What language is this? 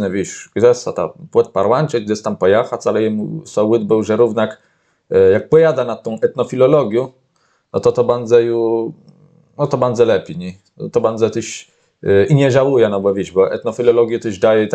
Kashubian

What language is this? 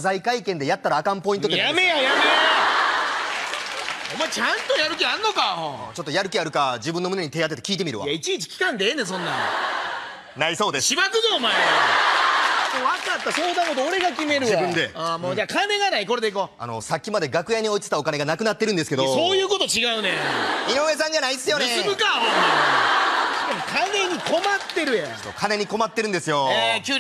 Japanese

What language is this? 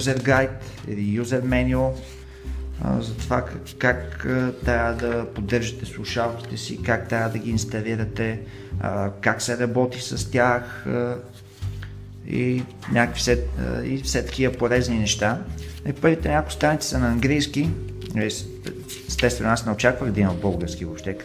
Bulgarian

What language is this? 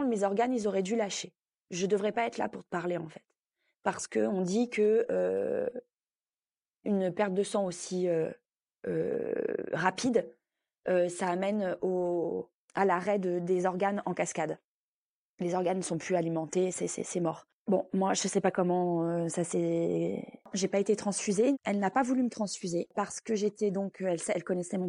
French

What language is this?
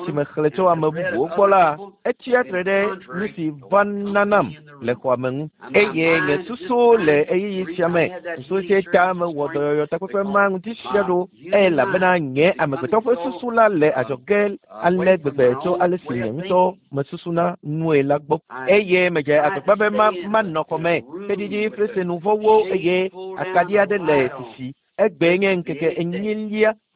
Ewe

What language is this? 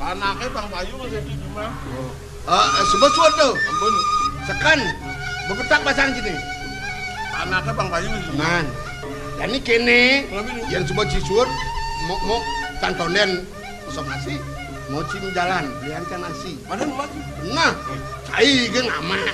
Balinese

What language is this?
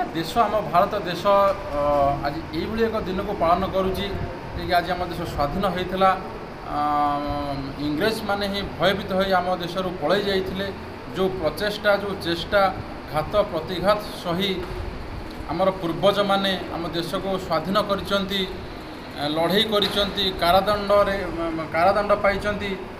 Odia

